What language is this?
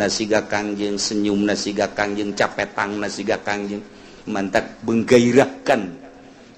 Sundanese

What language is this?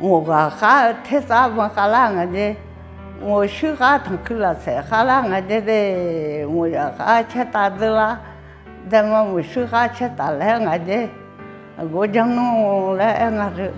Akha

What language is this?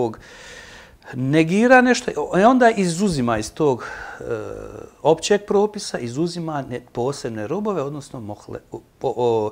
Bosnian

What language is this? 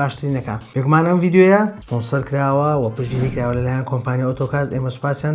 Central Kurdish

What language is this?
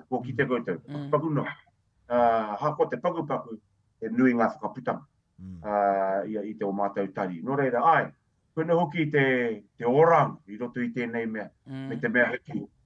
Māori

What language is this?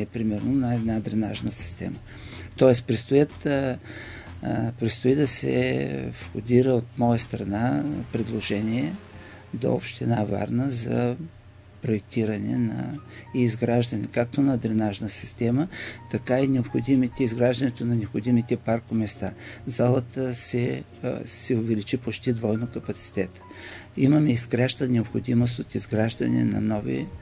Bulgarian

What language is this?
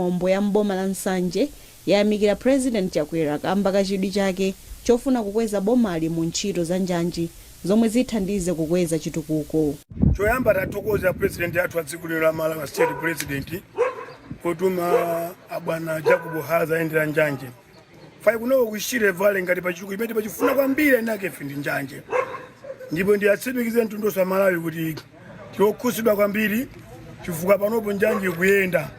Nyanja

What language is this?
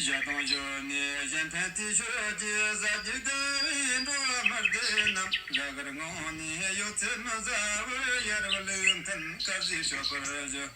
Tibetan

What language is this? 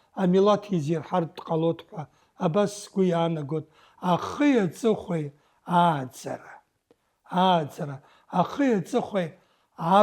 Abkhazian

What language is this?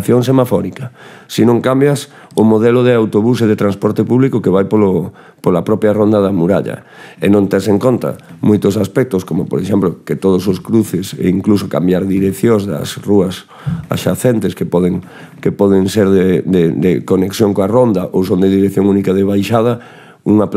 Galician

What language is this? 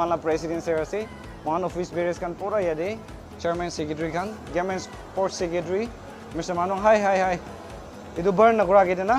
Naga Pidgin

